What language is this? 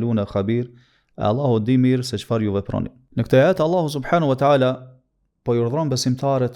Albanian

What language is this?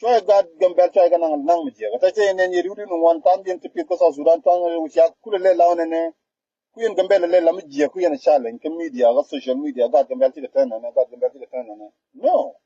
Nuer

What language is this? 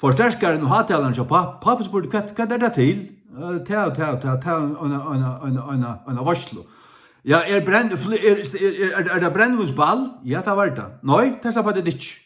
Faroese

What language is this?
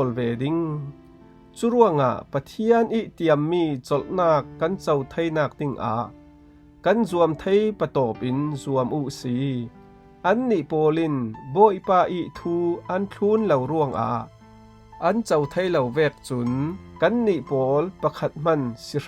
Falam Chin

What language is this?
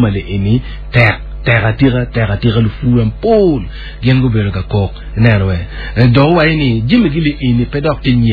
Acoli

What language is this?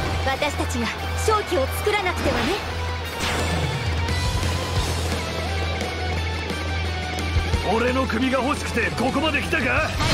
Japanese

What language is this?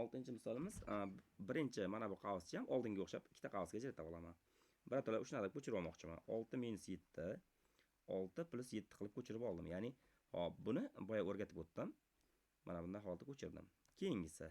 Uzbek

